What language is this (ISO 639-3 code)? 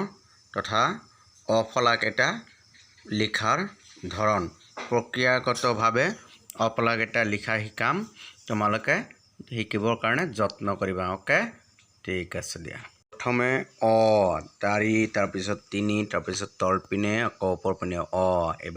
asm